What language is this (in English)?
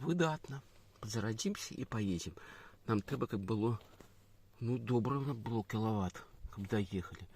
Belarusian